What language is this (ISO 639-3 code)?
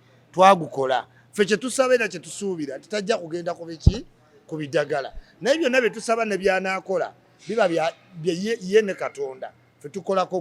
lug